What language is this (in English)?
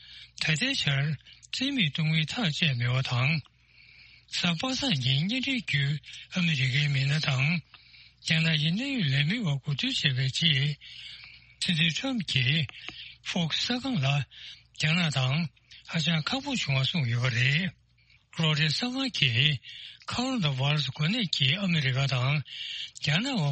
Tibetan